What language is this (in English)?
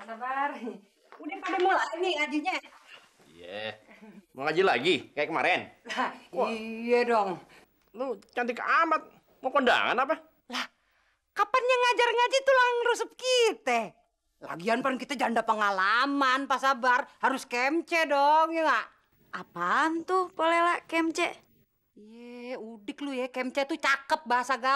Betawi